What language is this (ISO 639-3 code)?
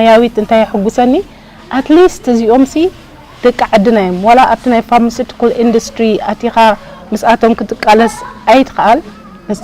tir